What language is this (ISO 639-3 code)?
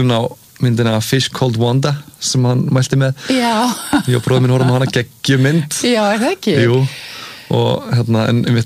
isl